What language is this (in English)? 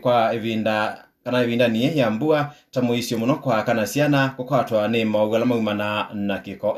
Kamba